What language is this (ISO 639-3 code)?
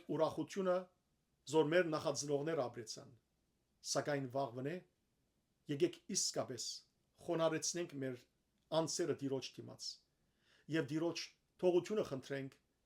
hyw